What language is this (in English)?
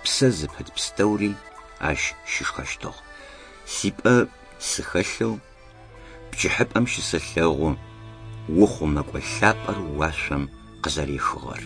Adyghe